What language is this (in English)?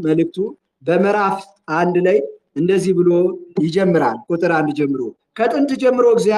Amharic